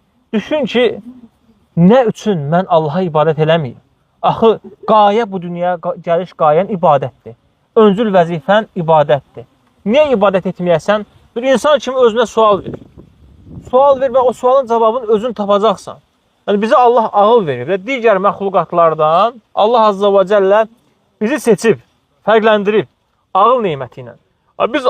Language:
Azerbaijani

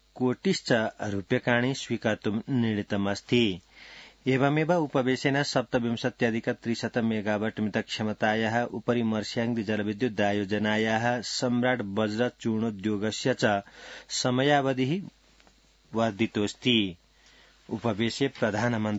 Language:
Sanskrit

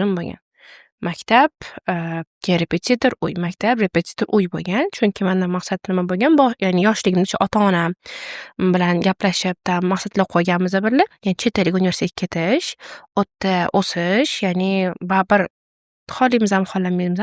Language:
Uzbek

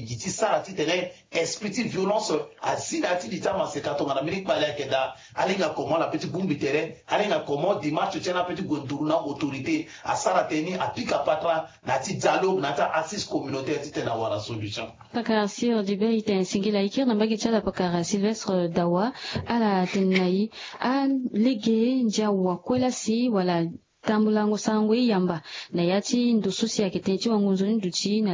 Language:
Sango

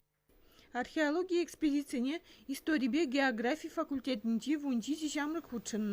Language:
Chuvash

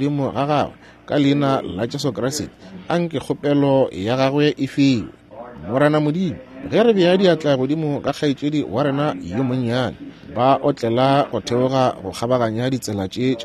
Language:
Northern Sotho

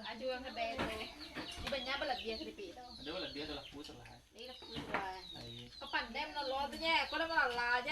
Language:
Minangkabau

